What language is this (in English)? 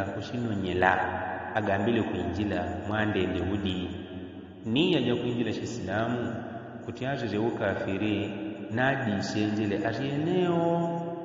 Yao